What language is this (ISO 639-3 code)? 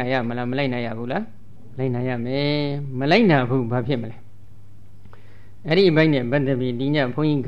mya